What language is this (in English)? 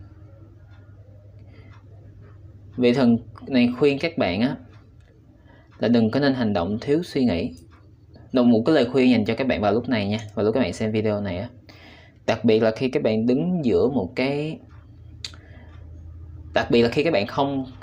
Vietnamese